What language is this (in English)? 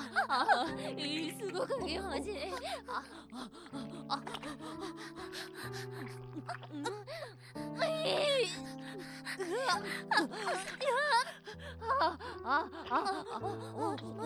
Japanese